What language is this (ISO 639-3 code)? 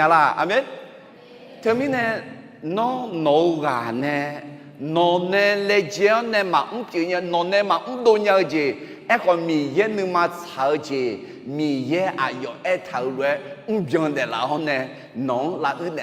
ahk